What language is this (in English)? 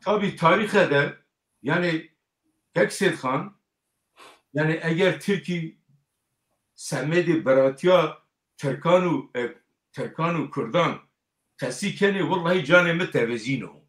Zaza